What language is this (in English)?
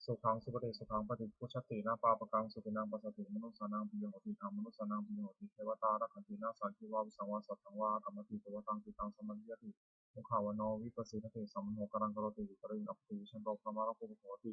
Pali